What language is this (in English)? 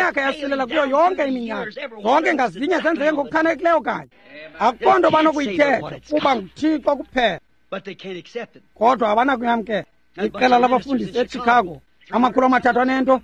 Xhosa